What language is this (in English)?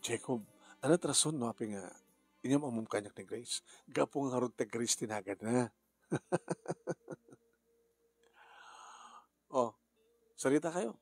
Iloko